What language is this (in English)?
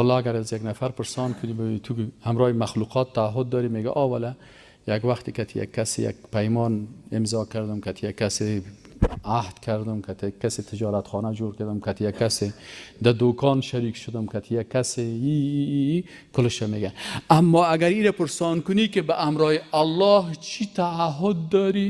Persian